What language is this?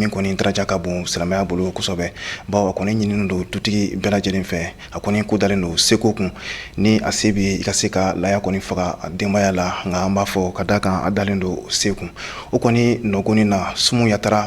Bambara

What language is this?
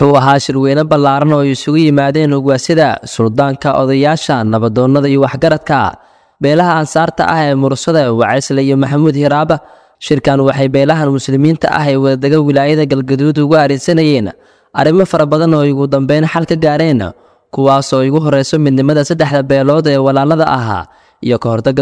Somali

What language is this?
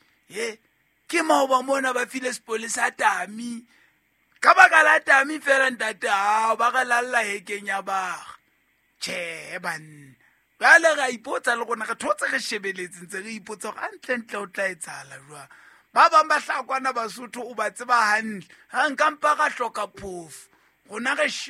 Southern Sotho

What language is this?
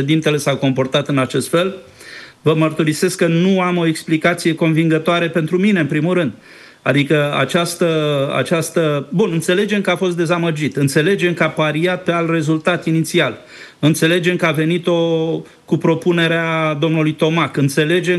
Romanian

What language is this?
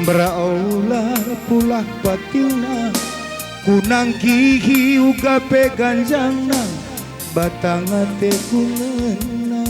Batak Karo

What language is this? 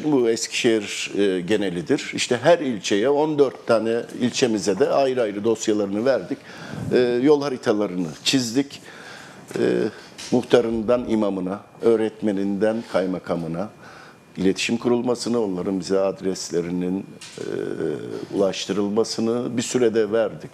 Turkish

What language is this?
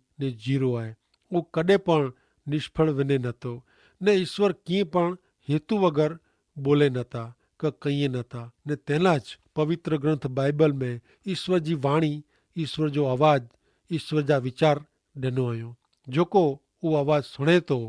Kachhi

